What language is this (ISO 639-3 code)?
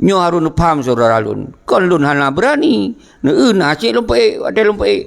ace